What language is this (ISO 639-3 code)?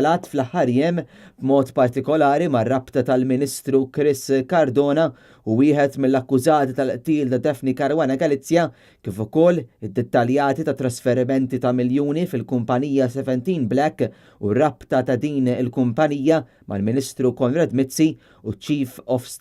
mlt